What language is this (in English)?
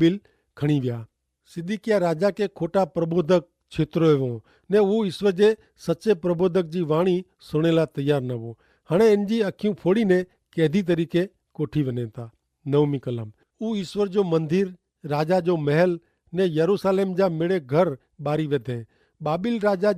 Kachhi